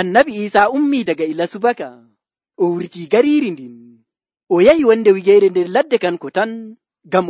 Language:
Nigerian Fulfulde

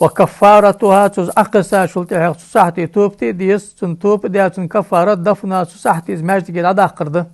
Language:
Ingush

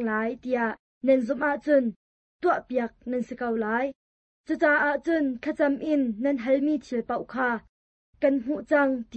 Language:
Hakha Chin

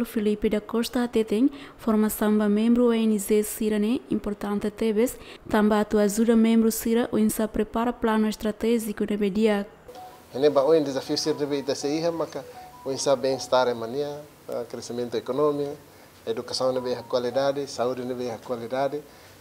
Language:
Tetum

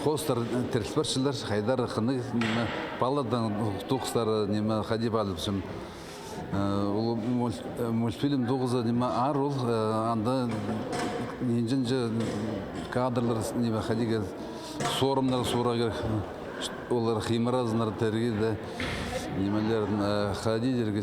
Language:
Khakas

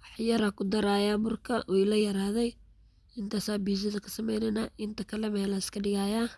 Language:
Somali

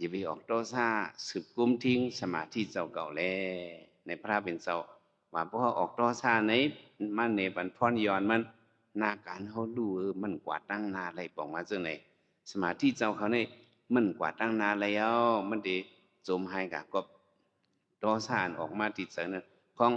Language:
Shan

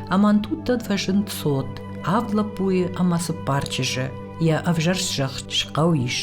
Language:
Ossetic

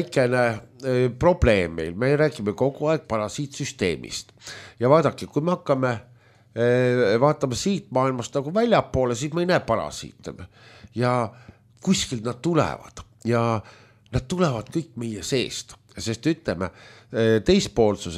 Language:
Estonian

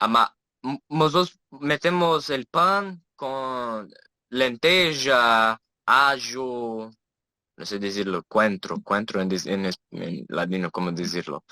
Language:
Ladino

